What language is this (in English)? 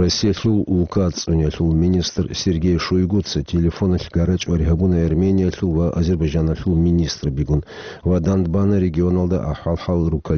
Avaric